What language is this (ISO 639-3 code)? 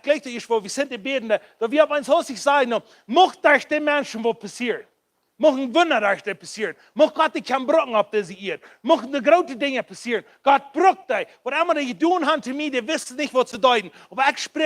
pdt